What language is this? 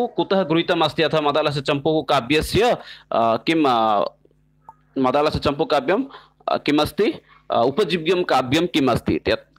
Sanskrit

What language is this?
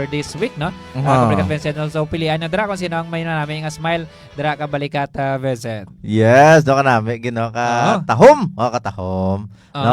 Hiligaynon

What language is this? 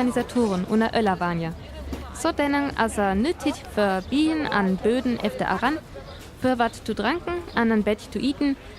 Northern Frisian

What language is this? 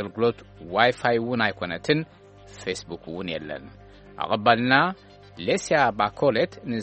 Tigrinya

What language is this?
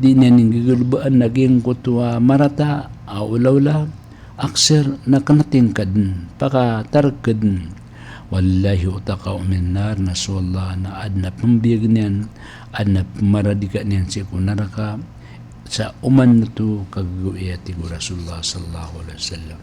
Maranao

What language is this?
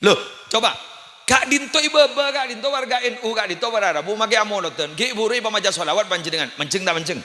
Madurese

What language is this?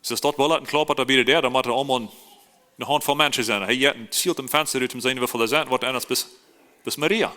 Plautdietsch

